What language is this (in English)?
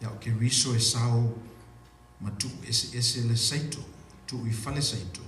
Samoan